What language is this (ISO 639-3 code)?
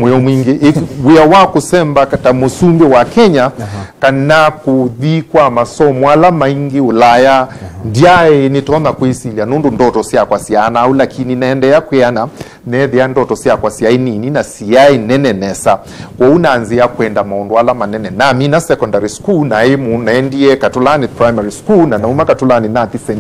kam